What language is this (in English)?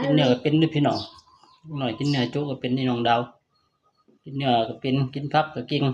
Lao